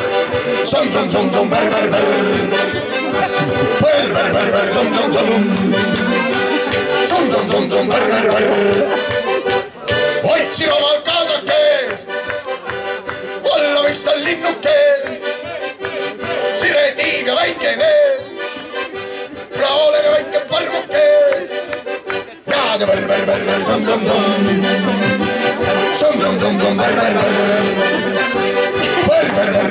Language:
Estonian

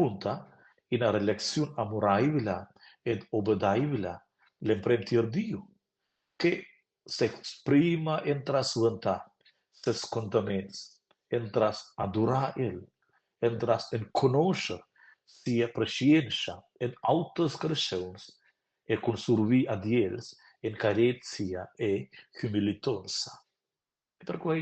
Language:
Romansh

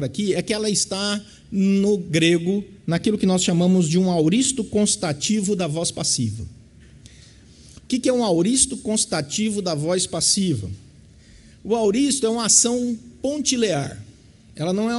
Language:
Portuguese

